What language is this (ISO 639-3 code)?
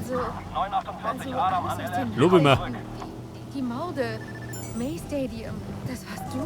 bar